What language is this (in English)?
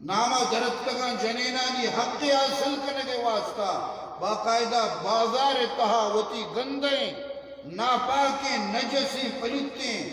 Eastern Balochi